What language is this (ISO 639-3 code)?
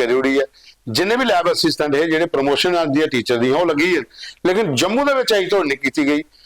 doi